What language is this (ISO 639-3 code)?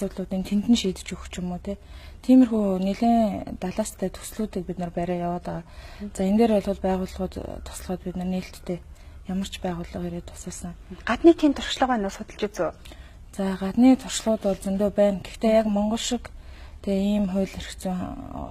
mon